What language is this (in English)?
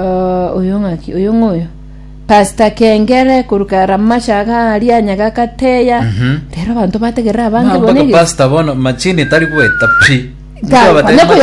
Gusii